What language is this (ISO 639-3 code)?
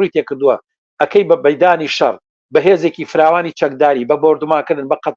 ckb